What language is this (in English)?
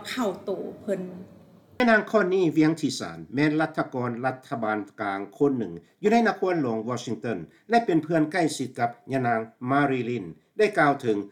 Lao